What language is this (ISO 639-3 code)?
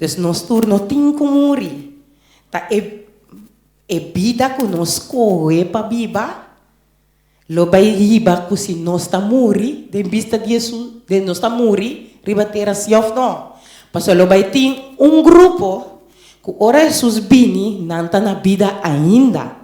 pap